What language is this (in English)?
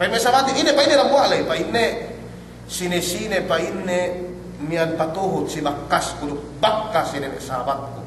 Yakan